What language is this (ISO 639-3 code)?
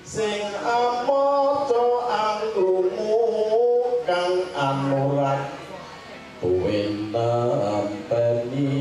jav